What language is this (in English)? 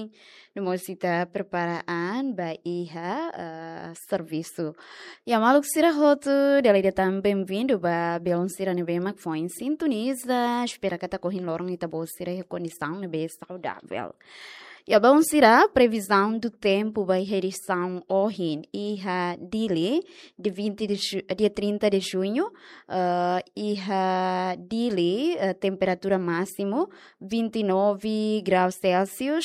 Tetum